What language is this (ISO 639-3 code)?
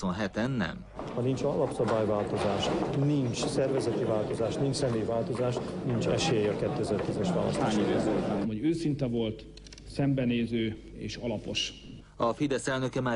hun